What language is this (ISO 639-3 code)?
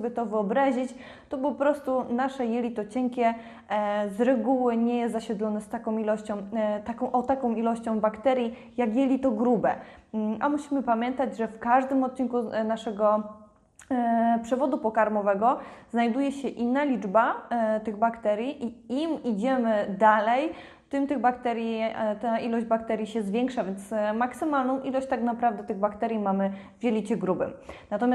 pol